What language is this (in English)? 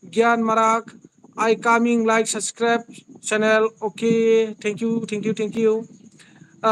Bodo